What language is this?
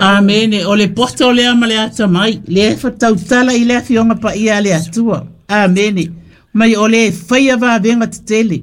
Samoan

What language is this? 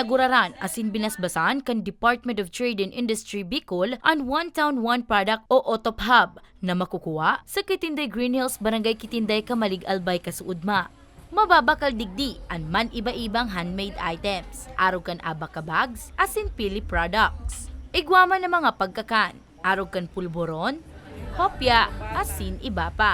Bikol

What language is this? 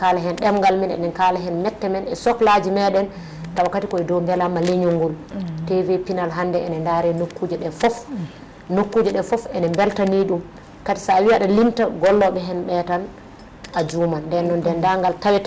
Fula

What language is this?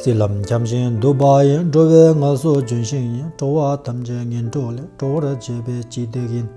Tibetan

